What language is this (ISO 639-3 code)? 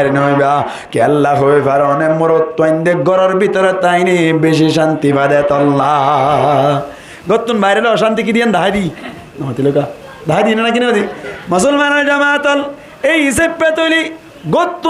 rhg